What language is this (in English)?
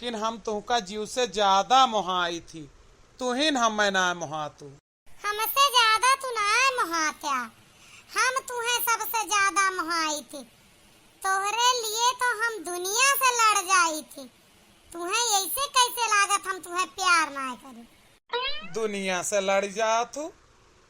Awadhi